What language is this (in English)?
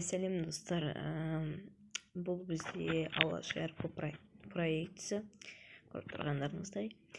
Kazakh